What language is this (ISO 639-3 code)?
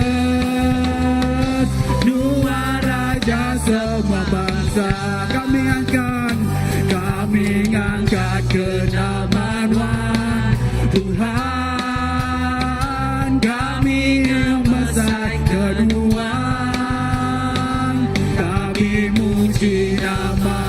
iba